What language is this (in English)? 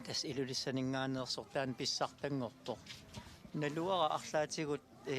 Kalaallisut